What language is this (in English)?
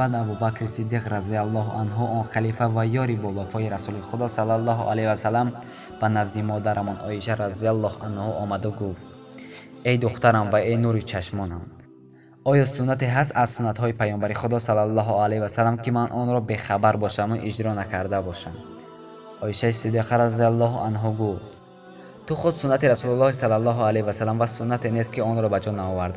Tajik